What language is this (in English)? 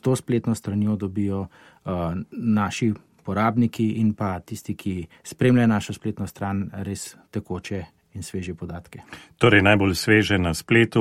Slovenian